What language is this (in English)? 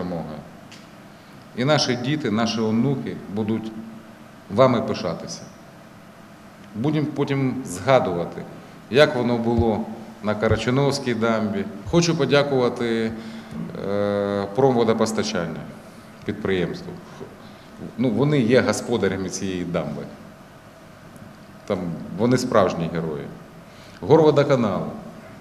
Ukrainian